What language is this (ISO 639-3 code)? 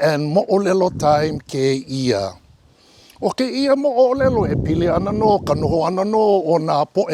haw